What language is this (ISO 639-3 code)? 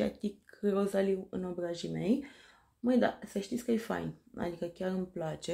ron